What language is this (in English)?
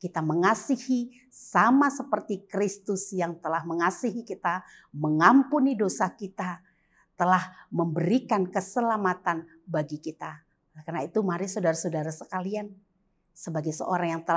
Indonesian